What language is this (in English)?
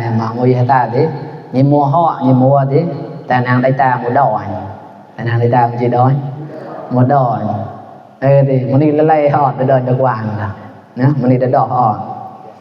Mon